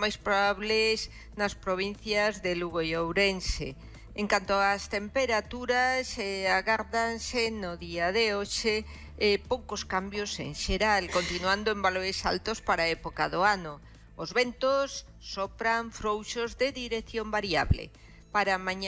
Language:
Galician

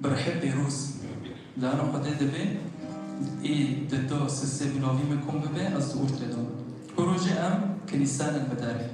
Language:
Kurdish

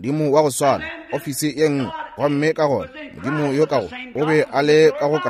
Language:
Northern Sotho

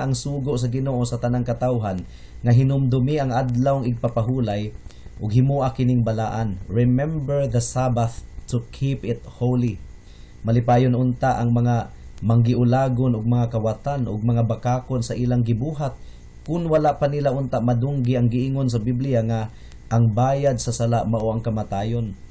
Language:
Cebuano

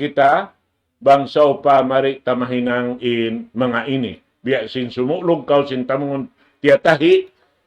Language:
Tausug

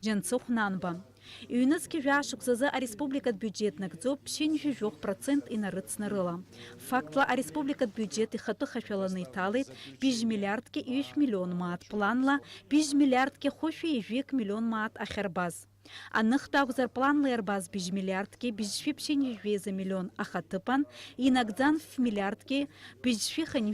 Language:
Abkhazian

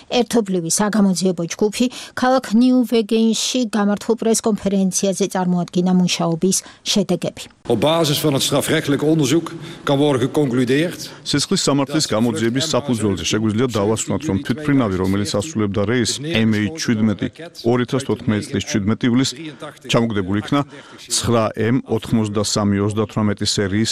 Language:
Georgian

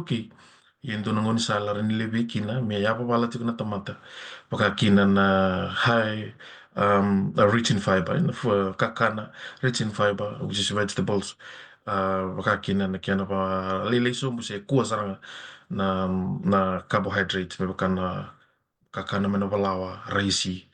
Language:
Fijian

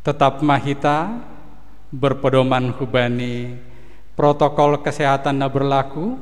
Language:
Batak Simalungun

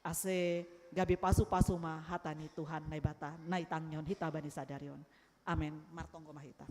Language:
Batak Simalungun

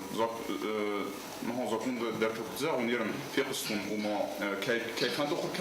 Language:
Ossetic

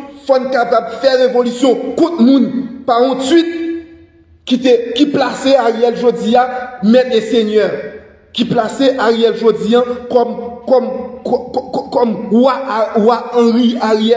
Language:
Haitian Creole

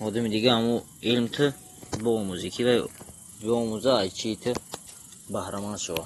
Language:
Tajik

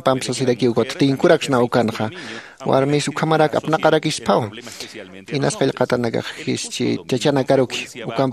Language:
Aymara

